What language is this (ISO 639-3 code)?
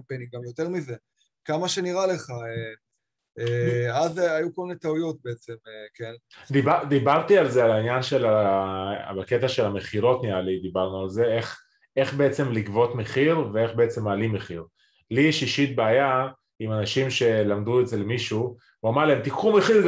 heb